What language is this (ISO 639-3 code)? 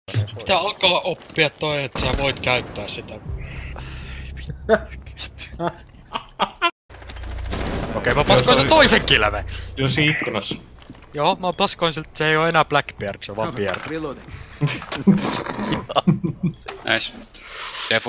fin